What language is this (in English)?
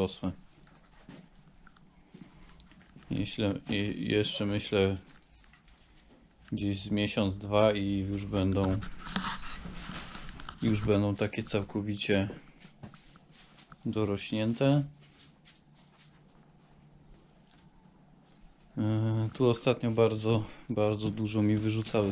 Polish